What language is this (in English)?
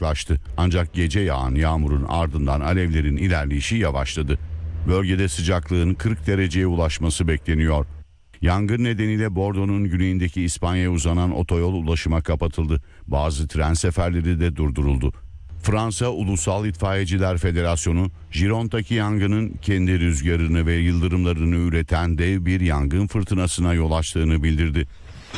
Turkish